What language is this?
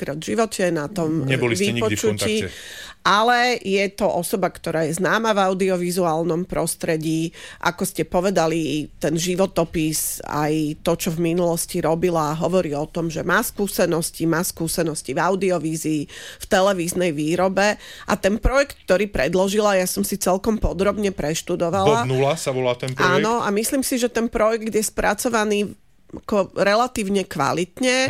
Slovak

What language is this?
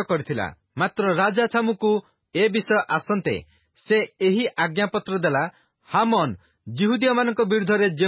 Odia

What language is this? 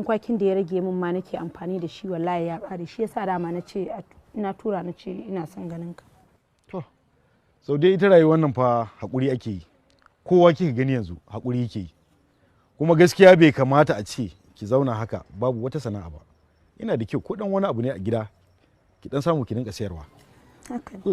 Hausa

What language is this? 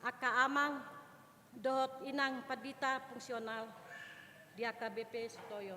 Batak Toba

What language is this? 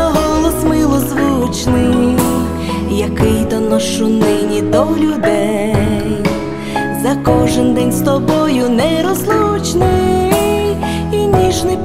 Ukrainian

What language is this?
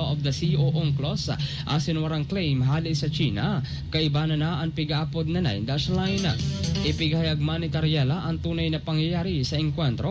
Bikol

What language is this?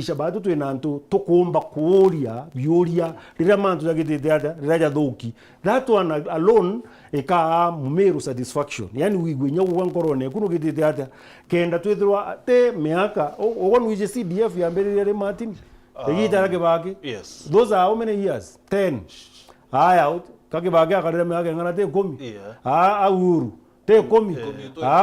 Meru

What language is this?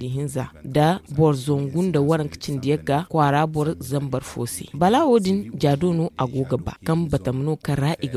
Zarma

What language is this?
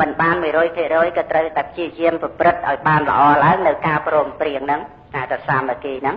Khmer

